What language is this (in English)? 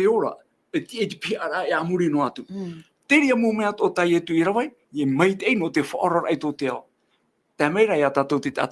Tahitian